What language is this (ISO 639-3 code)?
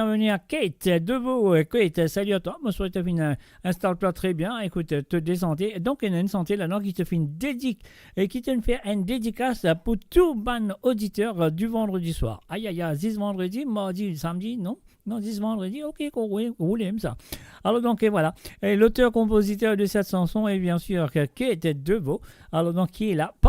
mfe